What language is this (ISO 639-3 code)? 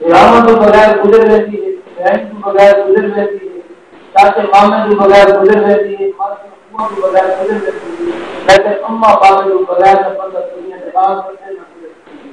skr